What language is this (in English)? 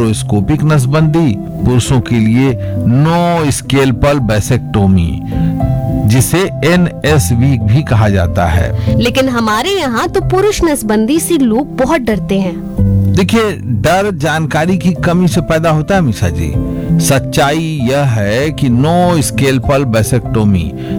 Hindi